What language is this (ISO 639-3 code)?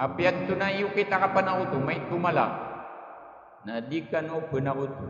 mrw